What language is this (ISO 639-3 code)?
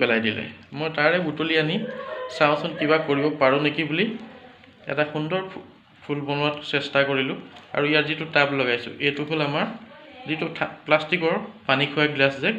asm